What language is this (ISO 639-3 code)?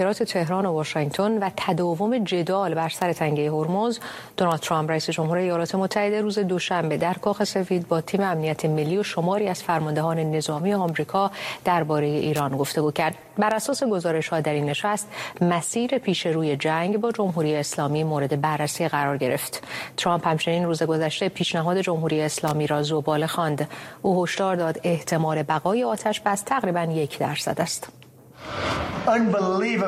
fas